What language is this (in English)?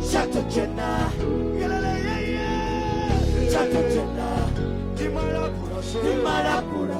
Venda